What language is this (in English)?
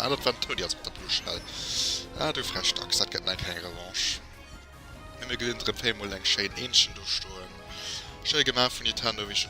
Luxembourgish